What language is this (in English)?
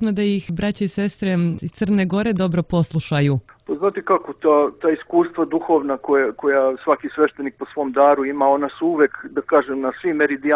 Serbian